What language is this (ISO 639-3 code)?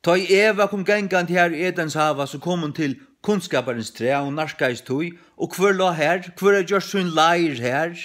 fao